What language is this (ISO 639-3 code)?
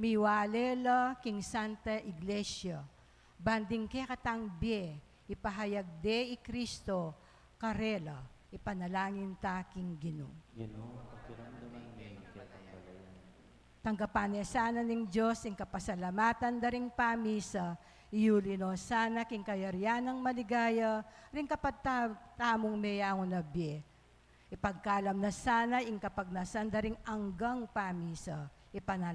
pam